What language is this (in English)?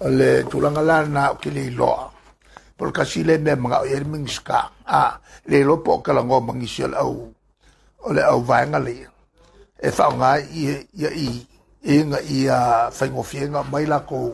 Samoan